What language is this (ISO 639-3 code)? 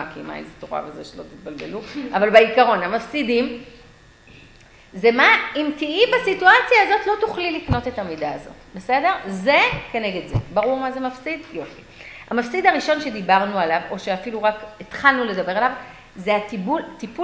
heb